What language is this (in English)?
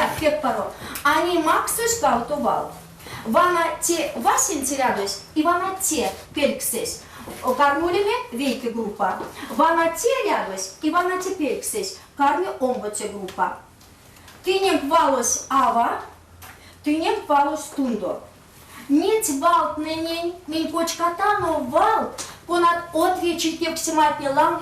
Erzya